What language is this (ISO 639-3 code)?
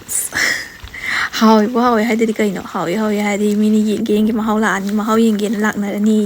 mni